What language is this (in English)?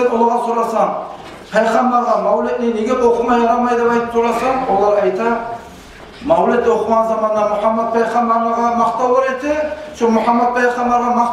Kumyk